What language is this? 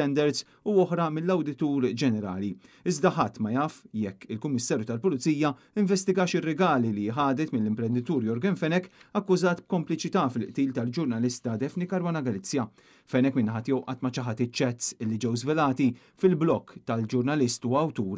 Maltese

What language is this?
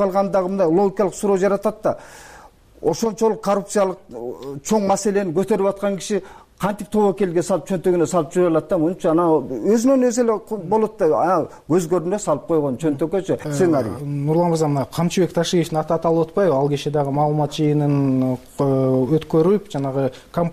Kyrgyz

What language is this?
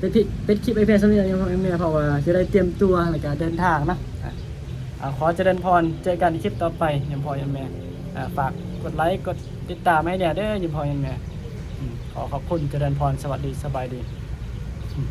Northeastern Thai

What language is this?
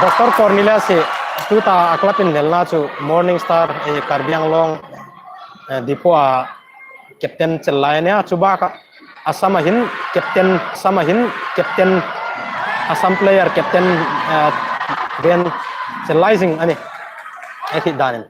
Hmar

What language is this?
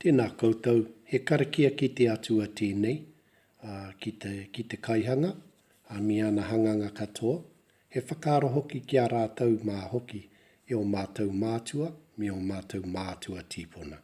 Māori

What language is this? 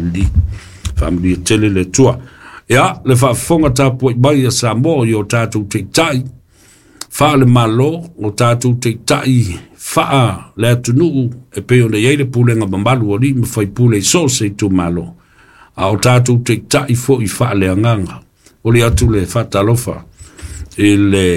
Samoan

